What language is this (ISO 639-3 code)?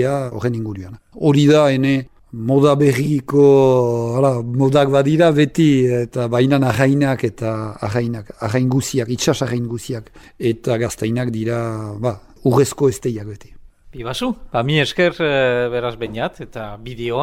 eus